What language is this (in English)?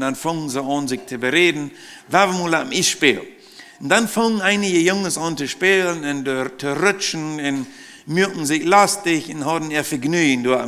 Plautdietsch